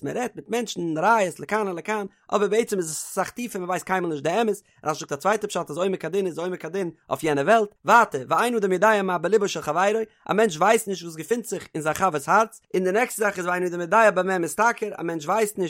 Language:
Yiddish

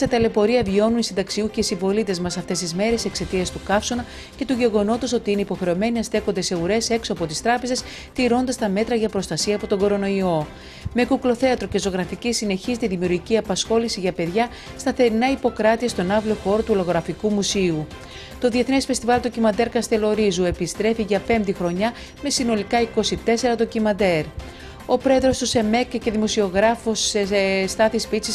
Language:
Greek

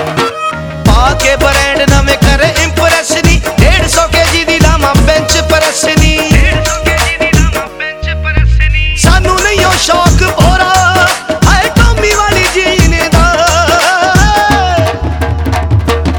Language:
Punjabi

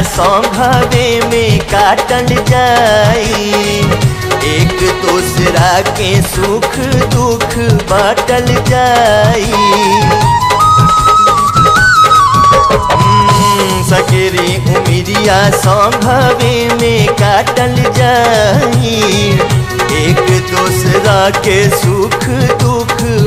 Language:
Bhojpuri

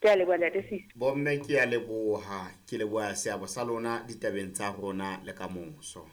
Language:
Southern Sotho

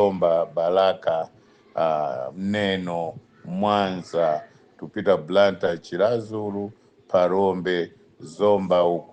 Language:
Nyanja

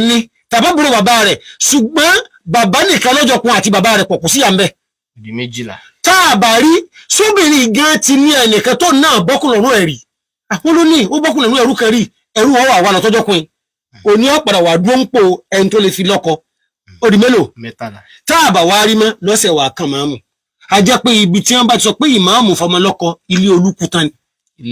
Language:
Yoruba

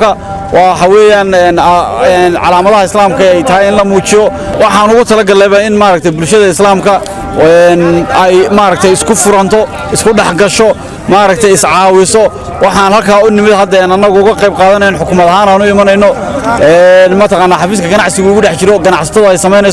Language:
Somali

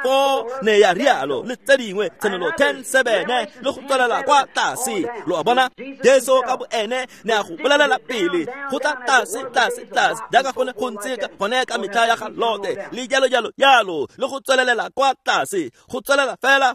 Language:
Tswana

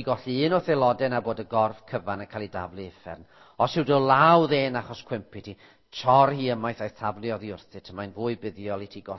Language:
Welsh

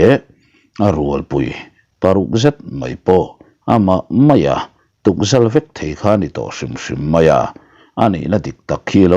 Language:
Mizo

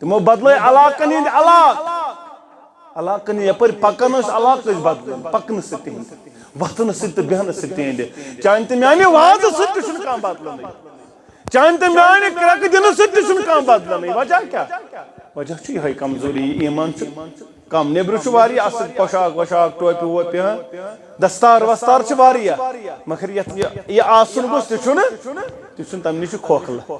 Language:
Kashmiri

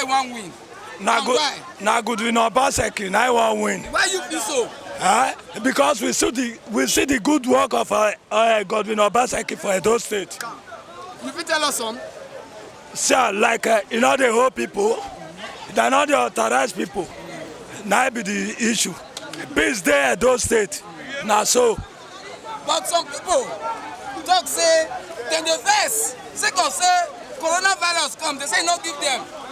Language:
Nigerian Pidgin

